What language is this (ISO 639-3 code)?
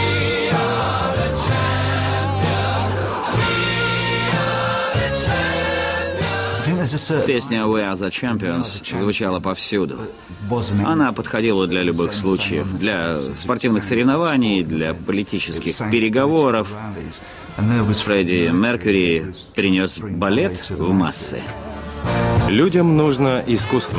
rus